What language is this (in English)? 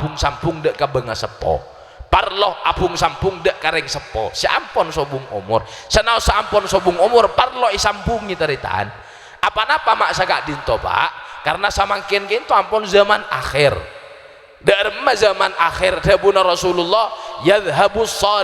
Madurese